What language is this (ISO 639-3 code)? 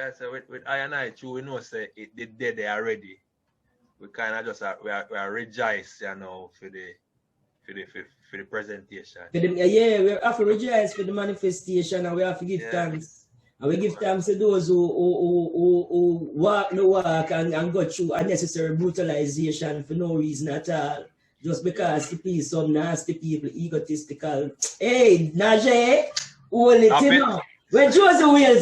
jam